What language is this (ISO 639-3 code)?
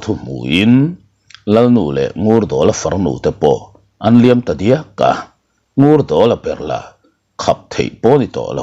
lus